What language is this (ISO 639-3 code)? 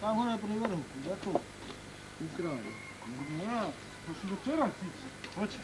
bos